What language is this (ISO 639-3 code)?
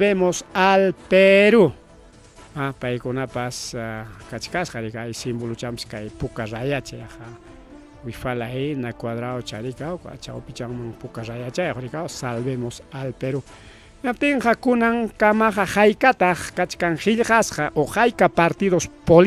quy